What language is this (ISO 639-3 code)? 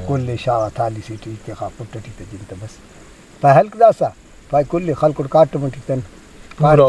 brh